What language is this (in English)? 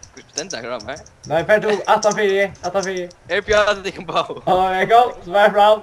Faroese